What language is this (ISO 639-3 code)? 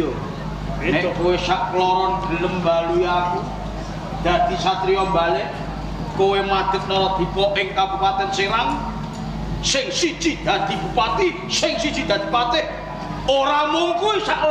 jav